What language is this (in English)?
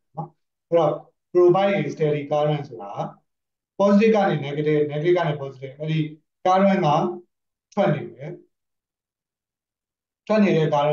Burmese